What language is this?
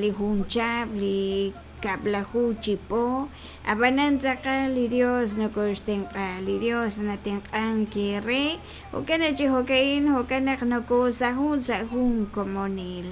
Kekchí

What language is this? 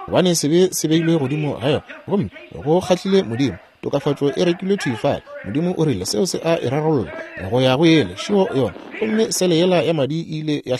Northern Sotho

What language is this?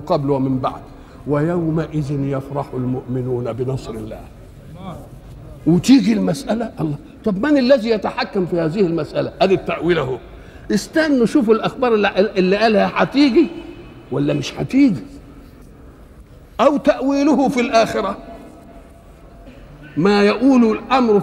Egyptian Arabic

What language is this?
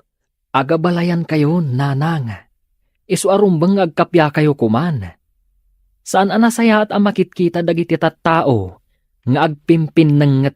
Iloko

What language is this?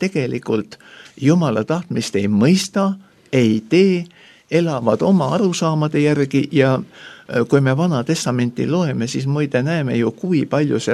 Estonian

